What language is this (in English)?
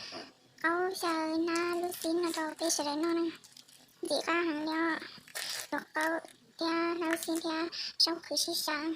Hmong